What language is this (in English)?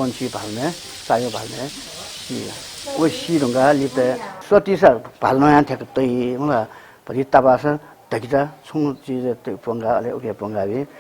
Newari